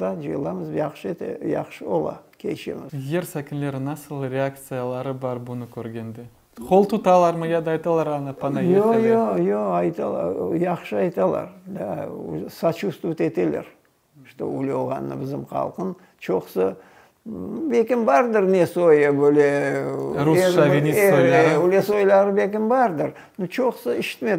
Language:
Crimean Tatar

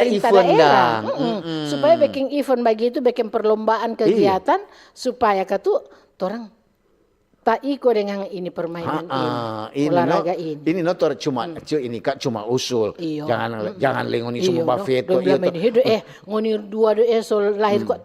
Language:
Manado Malay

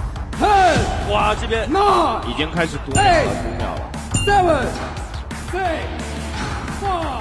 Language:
Chinese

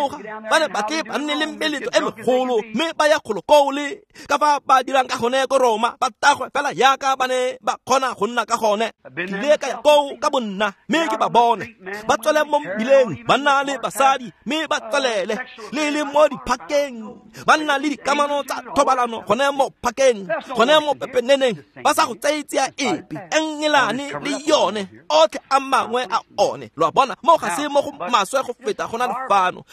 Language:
Tswana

